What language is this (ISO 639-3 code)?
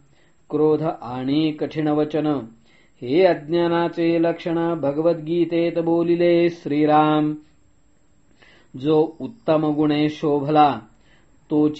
mar